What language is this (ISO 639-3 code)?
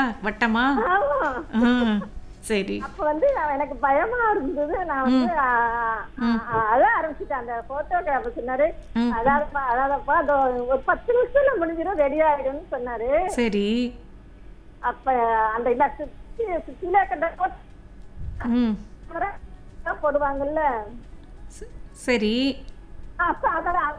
tam